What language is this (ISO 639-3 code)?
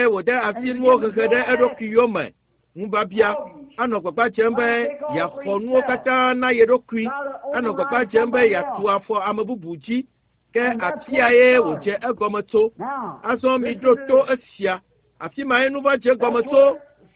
ewe